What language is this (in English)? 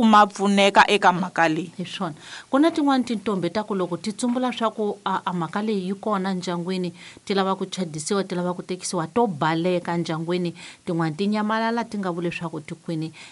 Tsonga